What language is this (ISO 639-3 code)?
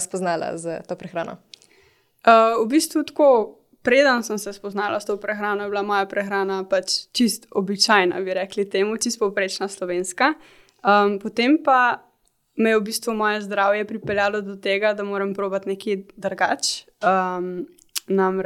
slv